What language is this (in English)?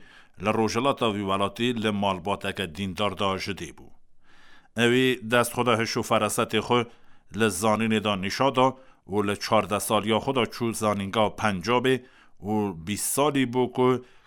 Kurdish